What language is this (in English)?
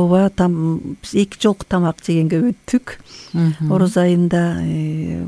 Kyrgyz